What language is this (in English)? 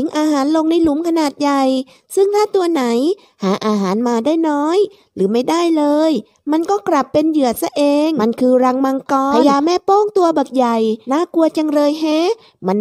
Thai